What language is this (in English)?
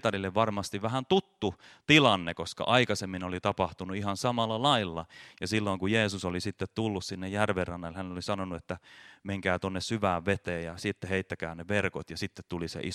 Finnish